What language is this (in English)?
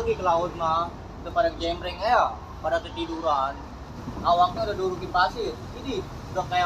Betawi